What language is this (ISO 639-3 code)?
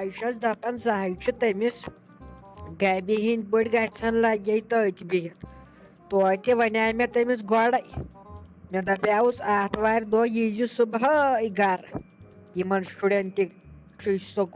kas